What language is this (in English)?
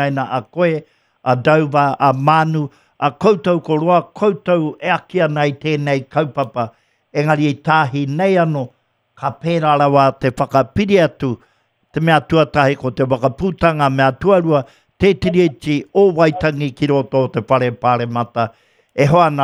Māori